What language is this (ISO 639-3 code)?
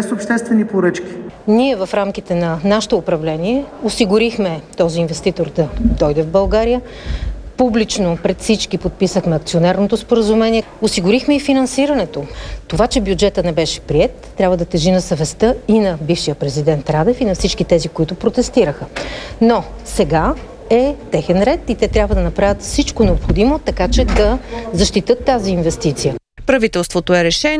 bul